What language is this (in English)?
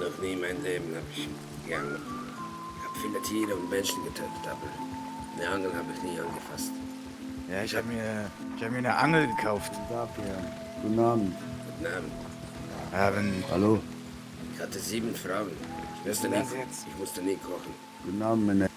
Swiss German